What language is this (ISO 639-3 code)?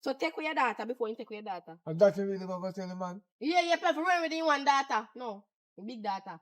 jam